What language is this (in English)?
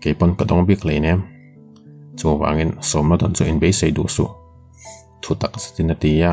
Mizo